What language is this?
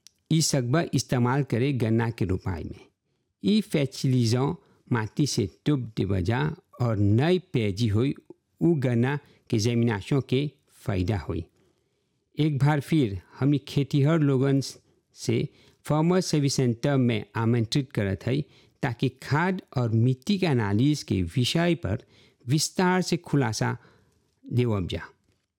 Bhojpuri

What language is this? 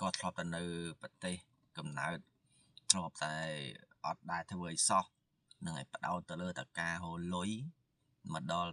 Khmer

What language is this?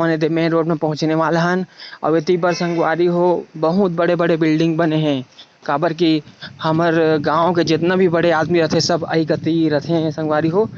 Chhattisgarhi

